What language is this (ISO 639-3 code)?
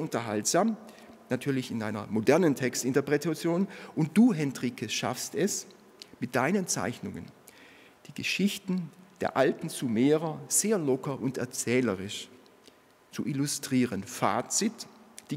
deu